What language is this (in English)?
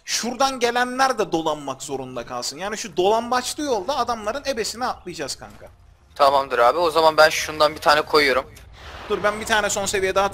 Turkish